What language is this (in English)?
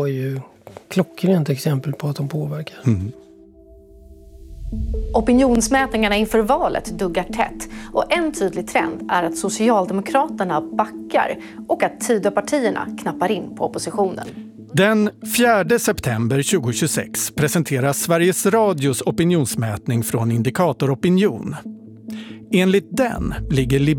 Swedish